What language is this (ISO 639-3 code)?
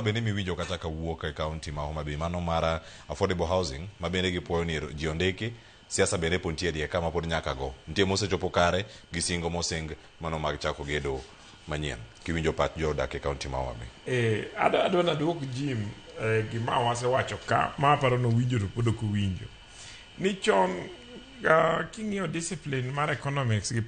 luo